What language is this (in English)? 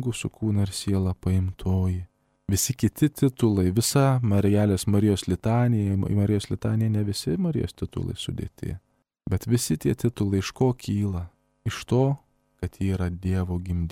Lithuanian